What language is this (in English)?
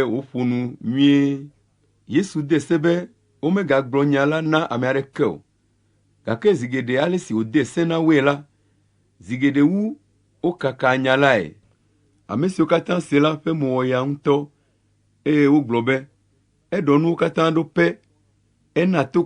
Ewe